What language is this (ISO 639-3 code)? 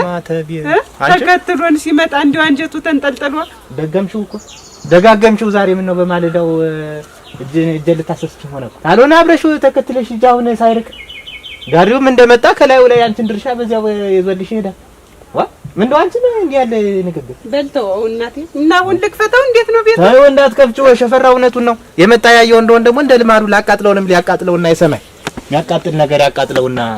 amh